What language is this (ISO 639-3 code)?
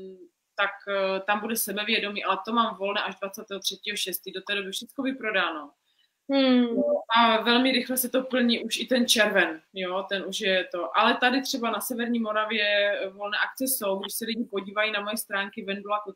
ces